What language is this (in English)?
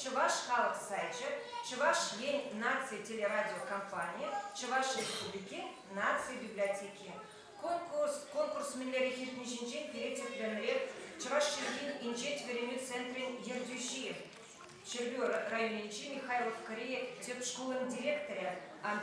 Chuvash